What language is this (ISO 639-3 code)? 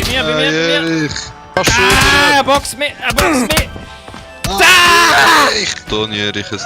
gsw